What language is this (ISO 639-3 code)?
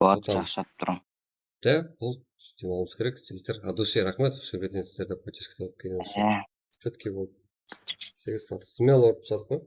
kaa